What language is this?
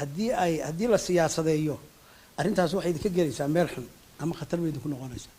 Somali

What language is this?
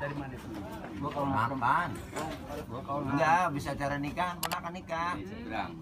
Betawi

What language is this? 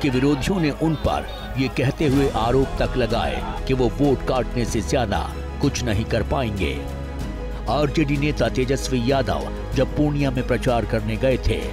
Hindi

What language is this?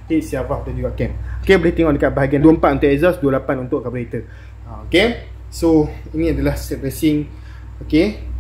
Malay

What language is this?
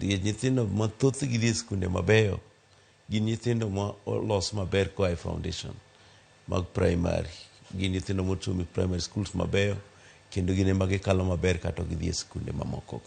Luo (Kenya and Tanzania)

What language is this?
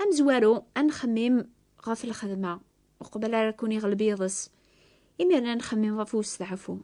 Kabyle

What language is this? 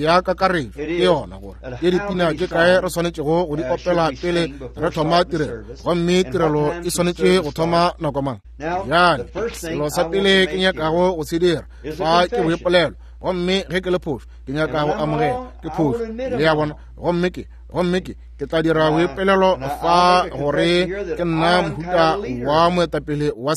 Northern Sotho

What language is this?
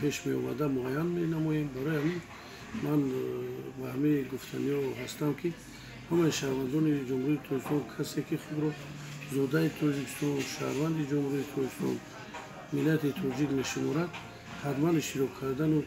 Tajik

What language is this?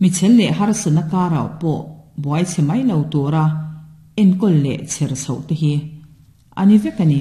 Mizo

